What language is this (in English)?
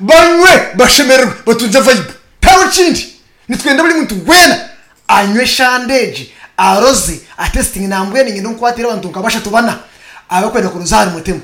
Nyankole